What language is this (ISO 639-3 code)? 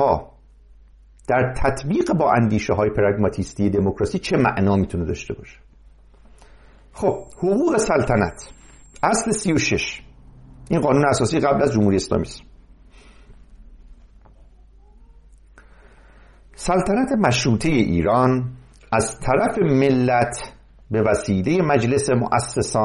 fas